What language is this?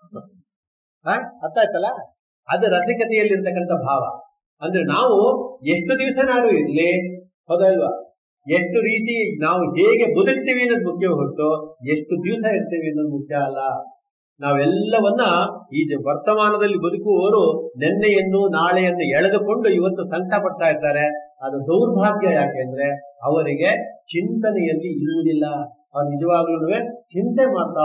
Kannada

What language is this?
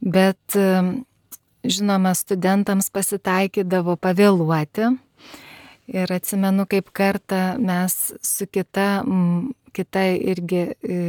Lithuanian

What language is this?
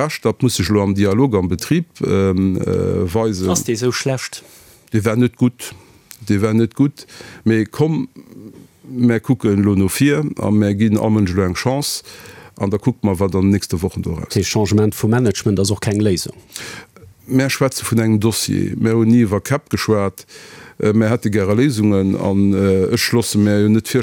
Luxembourgish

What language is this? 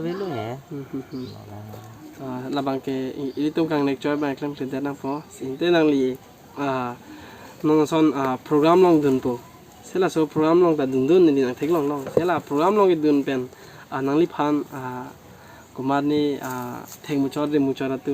Karbi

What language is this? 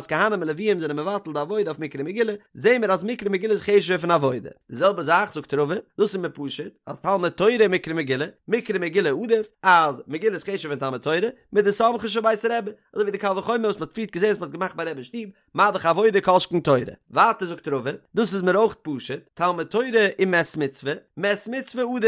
Yiddish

